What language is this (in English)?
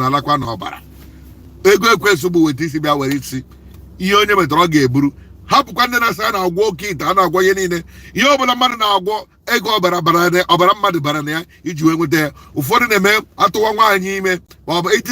Igbo